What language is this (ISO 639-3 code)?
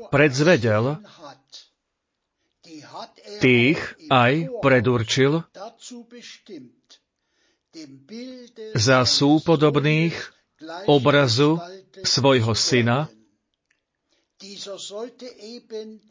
slk